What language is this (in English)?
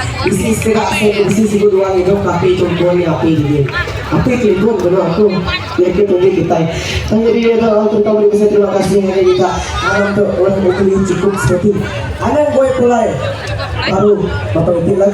Iban